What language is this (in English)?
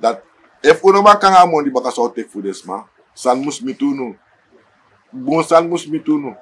Sranan Tongo